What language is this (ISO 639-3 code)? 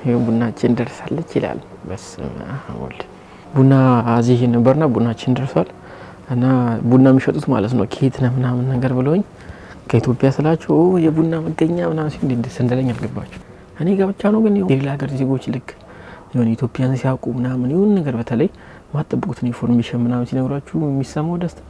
amh